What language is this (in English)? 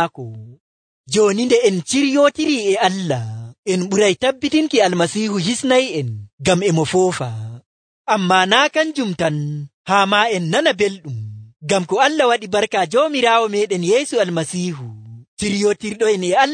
Nigerian Fulfulde